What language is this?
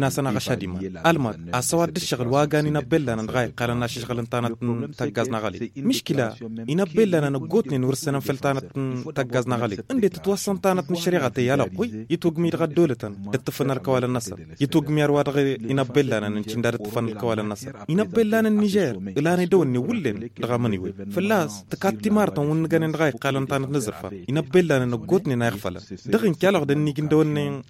Tamasheq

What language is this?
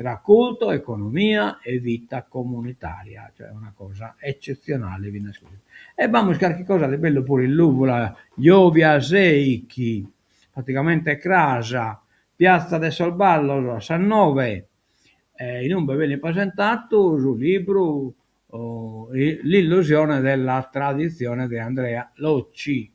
Sardinian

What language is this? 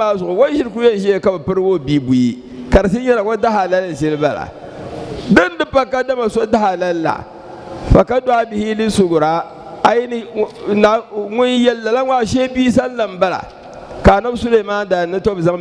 Dagbani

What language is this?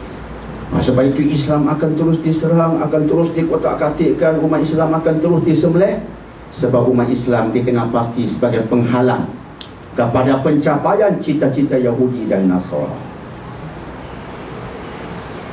Malay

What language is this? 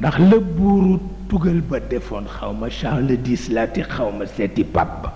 Wolof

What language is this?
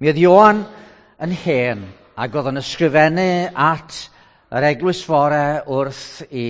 Welsh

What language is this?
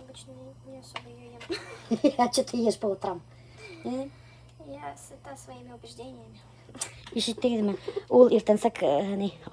Bashkir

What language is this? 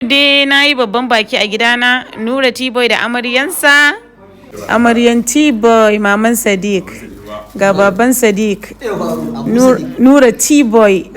Hausa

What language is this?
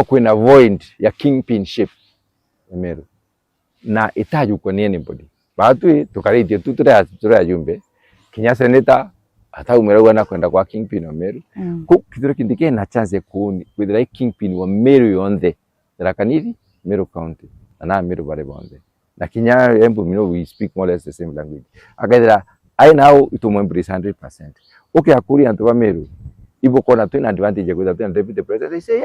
Meru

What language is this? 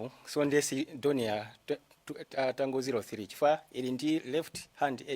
Nyanja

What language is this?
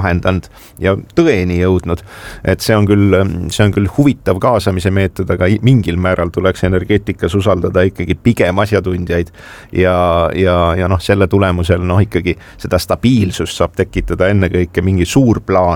Estonian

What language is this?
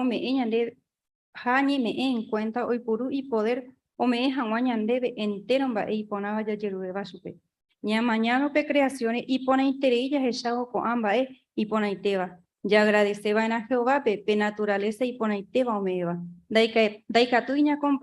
Guarani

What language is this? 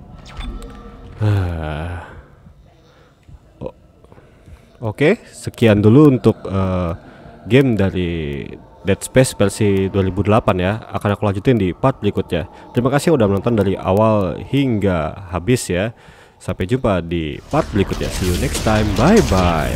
Indonesian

